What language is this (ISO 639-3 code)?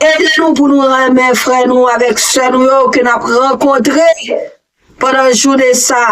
hat